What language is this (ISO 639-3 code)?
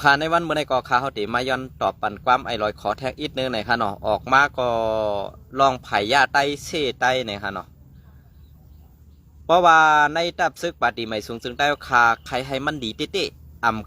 shn